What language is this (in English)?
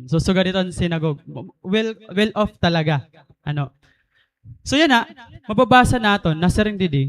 Waray